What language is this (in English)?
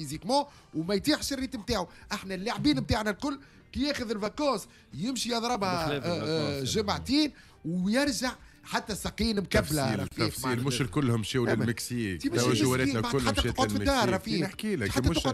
Tunisian Arabic